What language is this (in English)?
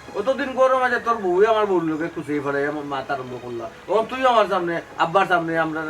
Sylheti